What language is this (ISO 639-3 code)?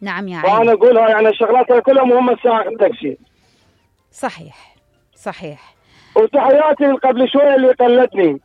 acm